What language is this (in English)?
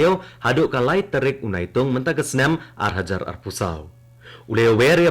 Khasi